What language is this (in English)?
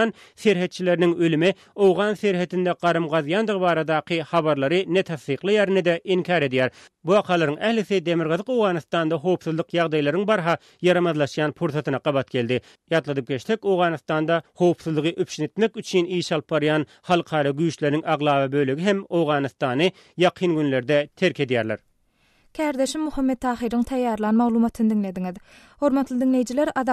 Turkmen